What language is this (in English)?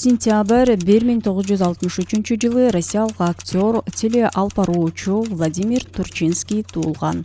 Kyrgyz